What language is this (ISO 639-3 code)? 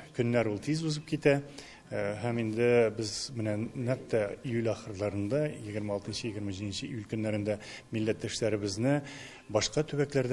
tat